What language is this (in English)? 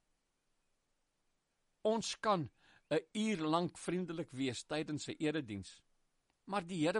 Afrikaans